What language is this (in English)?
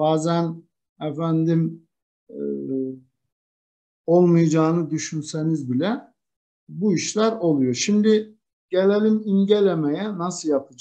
Turkish